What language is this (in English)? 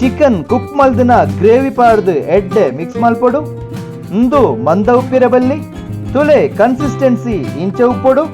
Tulu